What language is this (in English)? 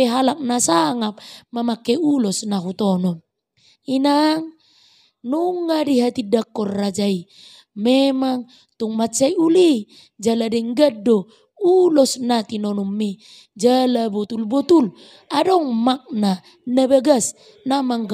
Batak Toba